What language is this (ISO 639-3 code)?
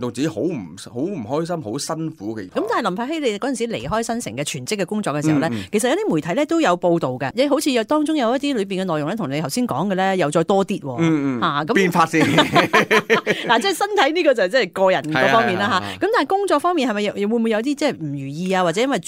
yue